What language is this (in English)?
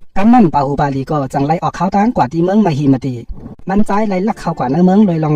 Shan